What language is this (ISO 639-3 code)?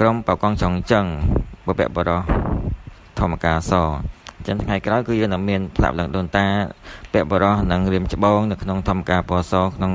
khm